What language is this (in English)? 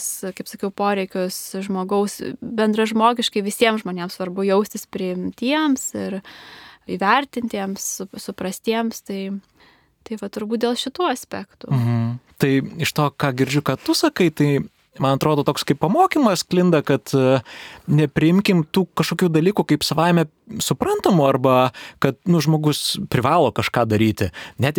Lithuanian